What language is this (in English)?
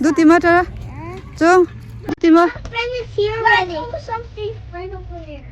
Hakha Chin